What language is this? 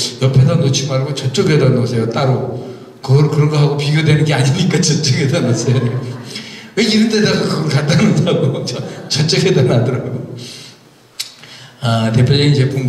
Korean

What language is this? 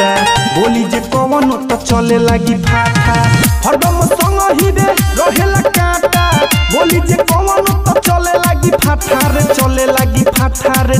Bhojpuri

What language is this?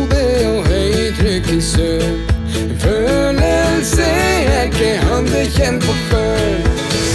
Norwegian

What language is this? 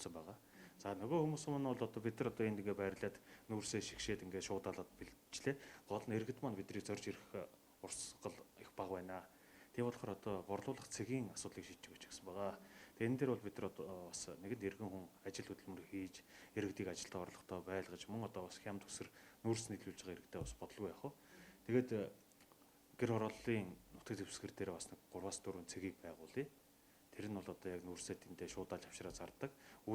Mongolian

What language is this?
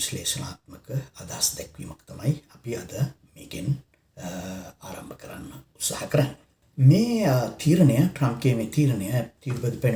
Sinhala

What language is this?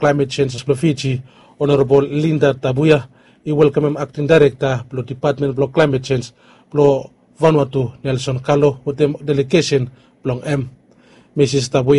Bislama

